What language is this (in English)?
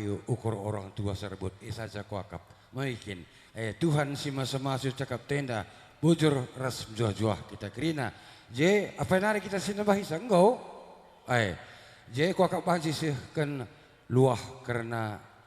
Batak Karo